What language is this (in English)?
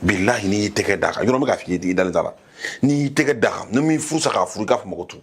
Bambara